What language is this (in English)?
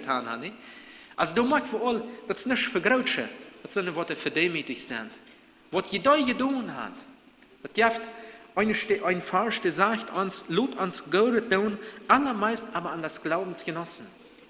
Plautdietsch